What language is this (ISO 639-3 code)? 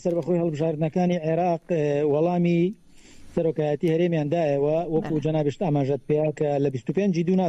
ckb